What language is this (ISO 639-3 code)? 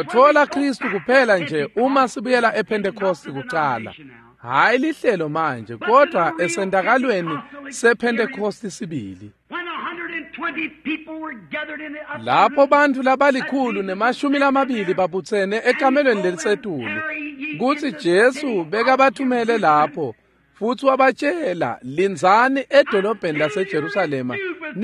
ssw